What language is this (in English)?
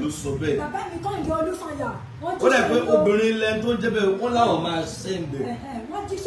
Yoruba